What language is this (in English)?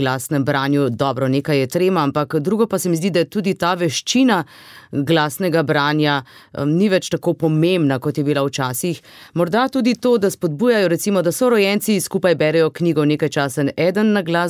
Slovenian